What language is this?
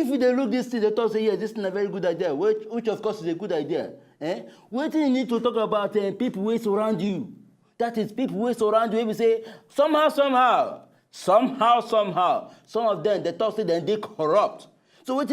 Nigerian Pidgin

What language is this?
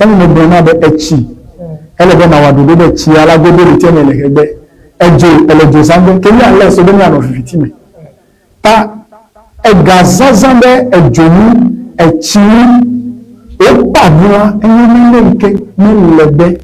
Ewe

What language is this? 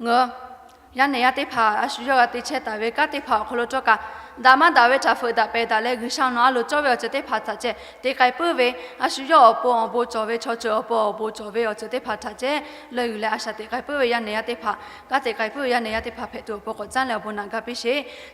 Lahu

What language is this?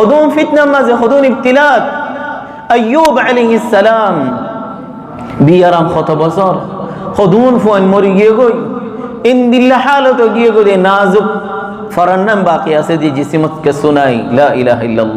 Rohingya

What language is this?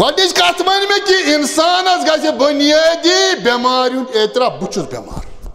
Kashmiri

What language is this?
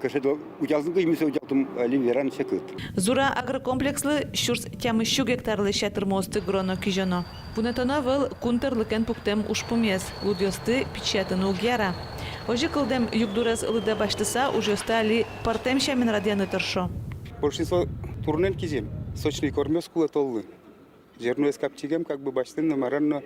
Udmurt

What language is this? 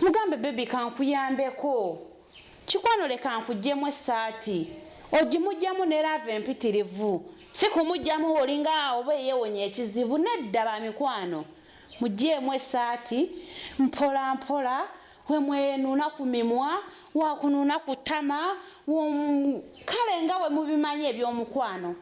Ganda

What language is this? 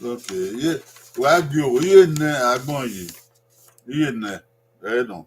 Bini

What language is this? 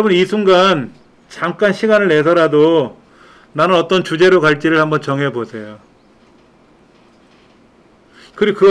Korean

